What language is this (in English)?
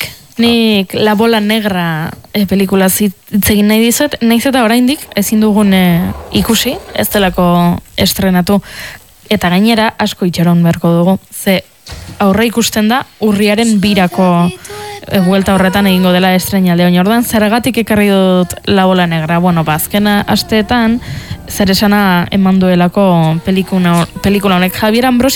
Basque